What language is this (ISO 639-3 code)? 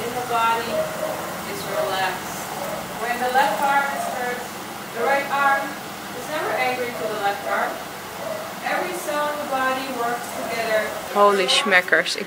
nld